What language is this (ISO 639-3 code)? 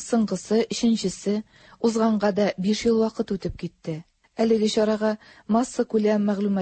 tat